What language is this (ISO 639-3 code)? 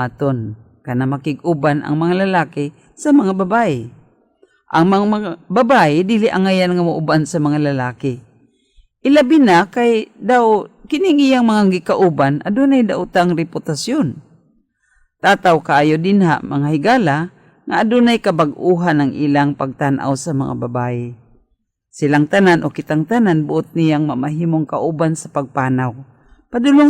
ceb